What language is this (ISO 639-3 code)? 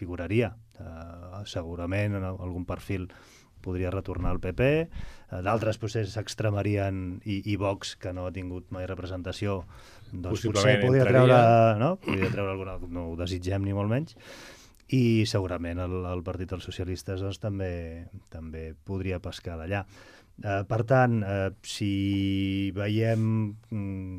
cat